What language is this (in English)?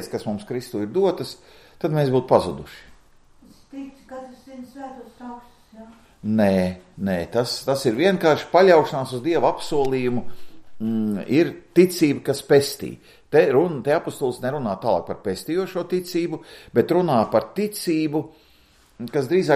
Latvian